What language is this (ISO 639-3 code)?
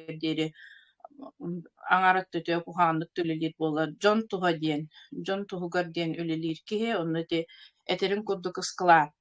sah